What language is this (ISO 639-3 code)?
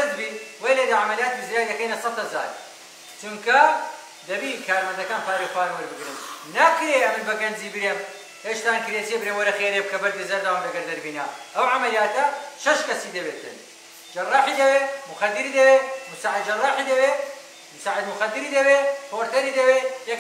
ckb